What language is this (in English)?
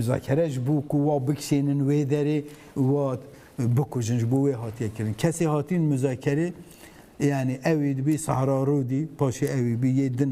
Kurdish